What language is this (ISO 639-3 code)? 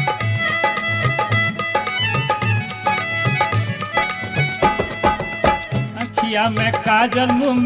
bho